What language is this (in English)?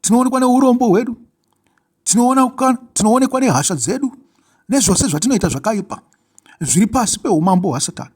Shona